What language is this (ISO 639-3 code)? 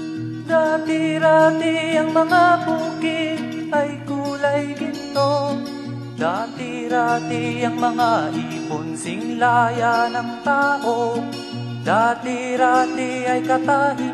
fil